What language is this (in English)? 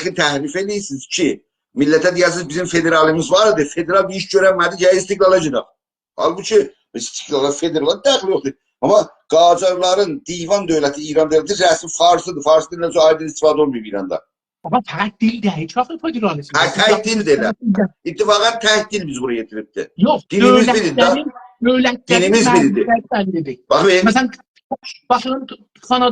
South Azerbaijani